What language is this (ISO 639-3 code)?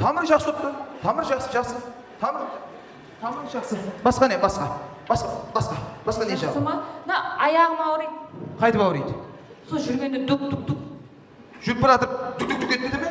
kaa